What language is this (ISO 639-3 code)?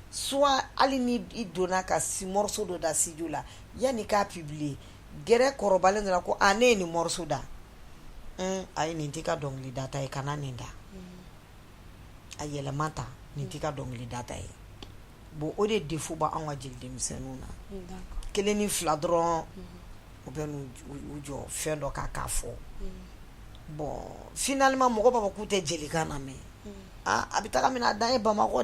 bam